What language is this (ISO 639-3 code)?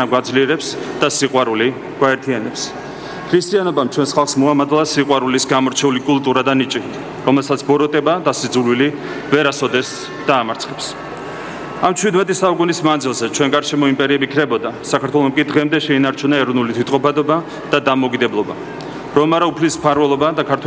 kat